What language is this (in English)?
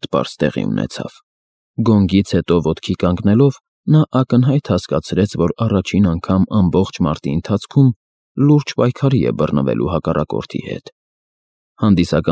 Armenian